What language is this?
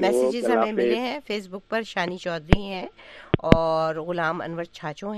Urdu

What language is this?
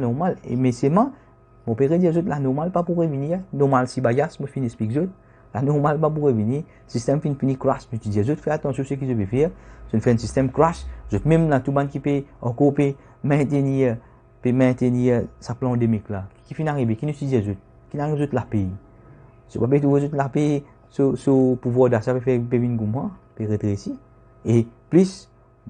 Morisyen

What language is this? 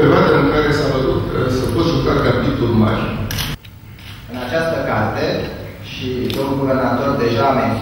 Romanian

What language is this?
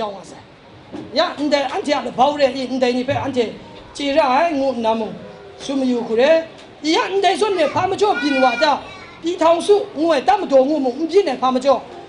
Kachin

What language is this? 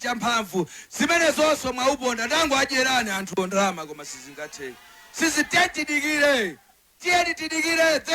Nyanja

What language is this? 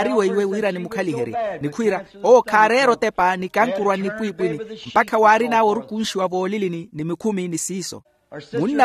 Makhuwa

